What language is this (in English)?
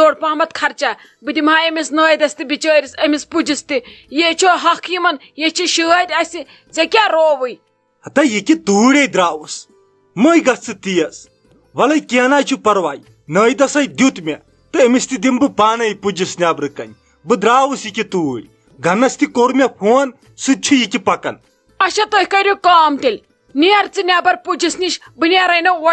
Kashmiri